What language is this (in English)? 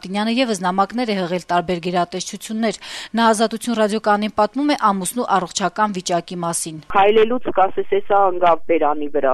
Armenian